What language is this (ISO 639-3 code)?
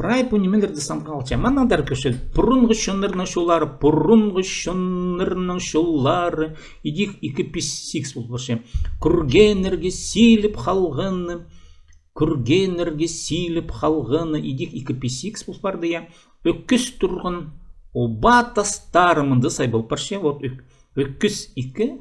kjh